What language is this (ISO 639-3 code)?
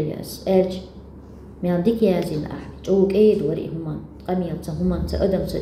che